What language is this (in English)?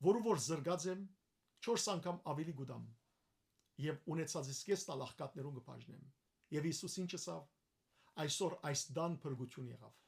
Western Armenian